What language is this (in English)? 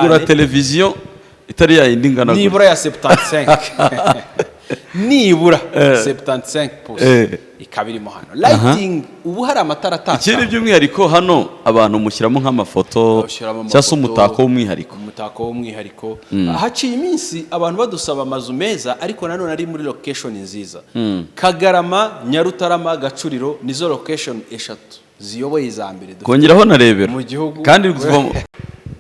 Kinyarwanda